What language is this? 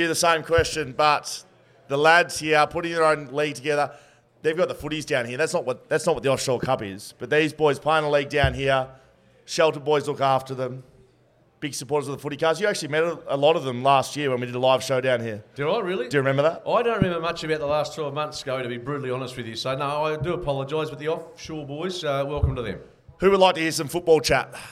English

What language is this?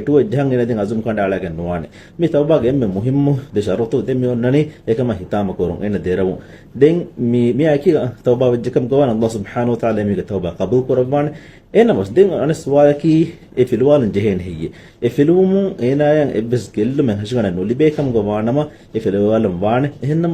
Divehi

